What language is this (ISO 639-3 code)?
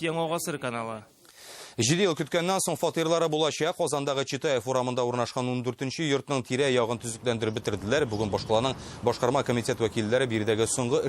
tat